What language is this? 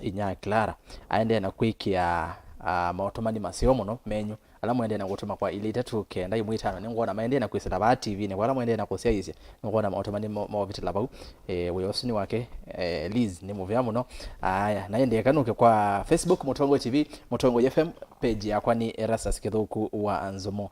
Kamba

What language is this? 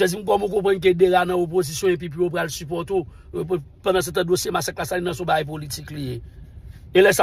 Haitian Creole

